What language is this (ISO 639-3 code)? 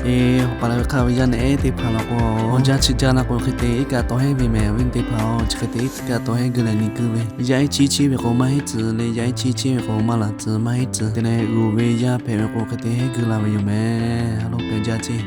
lhu